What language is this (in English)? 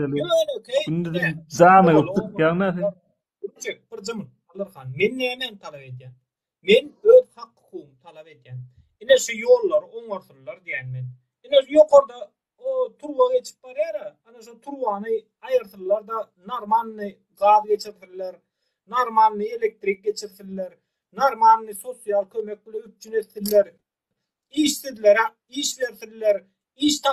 Turkmen